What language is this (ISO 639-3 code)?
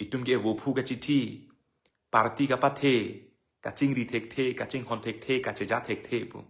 mjw